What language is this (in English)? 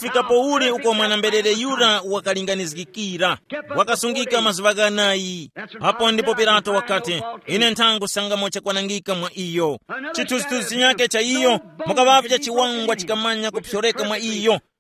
Tumbuka